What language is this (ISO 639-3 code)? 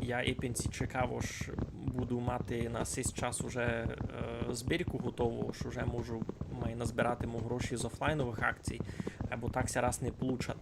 rue